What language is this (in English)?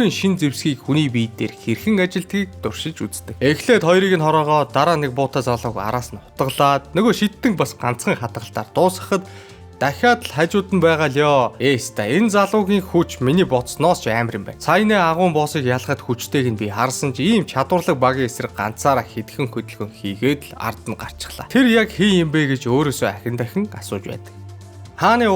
Mongolian